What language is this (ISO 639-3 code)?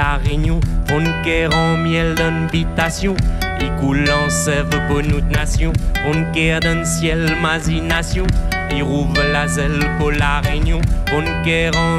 rcf